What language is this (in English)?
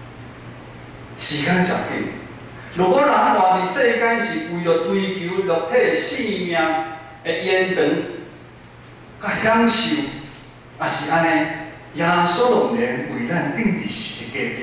Min Nan Chinese